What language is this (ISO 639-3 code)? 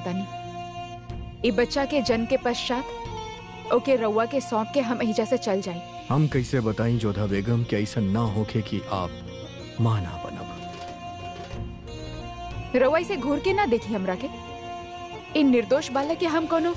bho